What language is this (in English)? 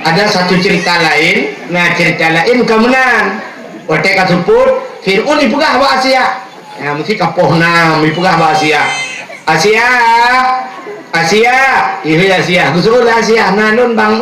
Achinese